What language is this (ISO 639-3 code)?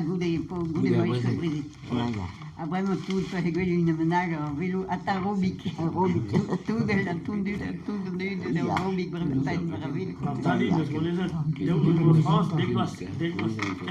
bre